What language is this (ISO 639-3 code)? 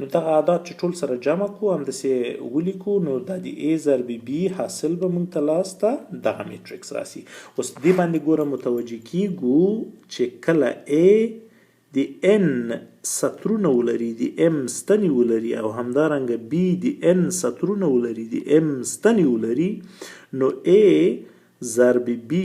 pus